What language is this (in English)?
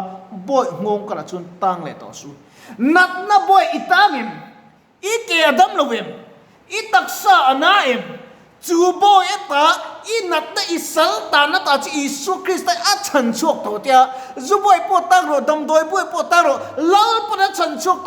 Mizo